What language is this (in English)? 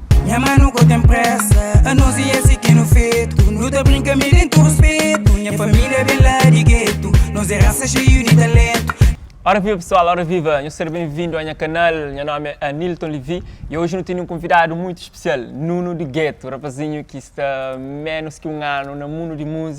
Kabuverdianu